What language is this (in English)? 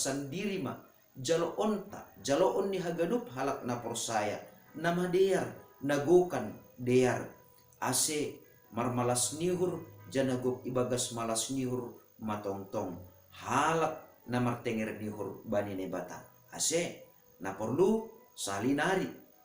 Batak Simalungun